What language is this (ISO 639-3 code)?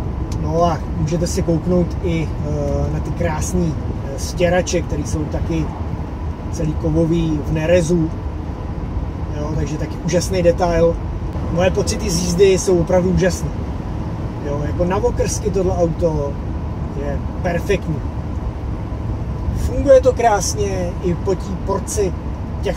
ces